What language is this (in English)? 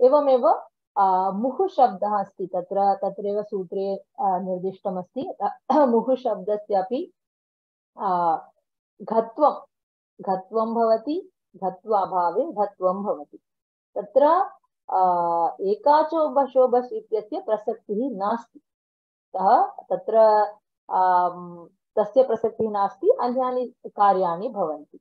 Sanskrit